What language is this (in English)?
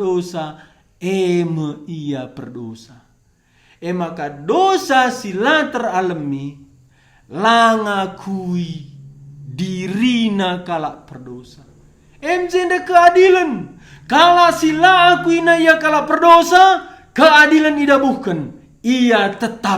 Batak Karo